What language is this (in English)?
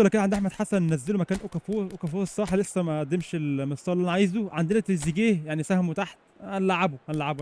Egyptian Arabic